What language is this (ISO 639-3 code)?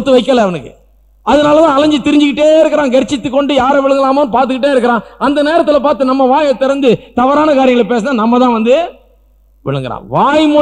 tam